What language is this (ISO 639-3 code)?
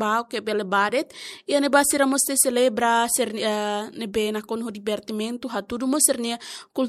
tet